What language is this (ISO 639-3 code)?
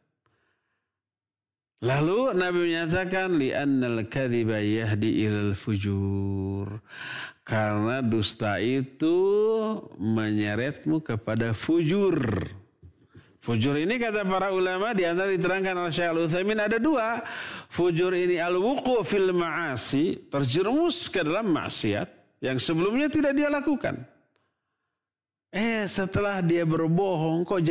ind